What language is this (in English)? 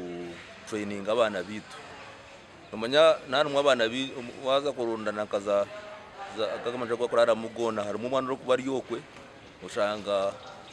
Nyankole